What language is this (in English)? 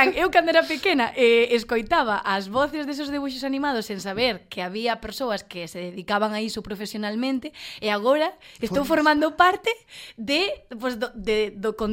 Galician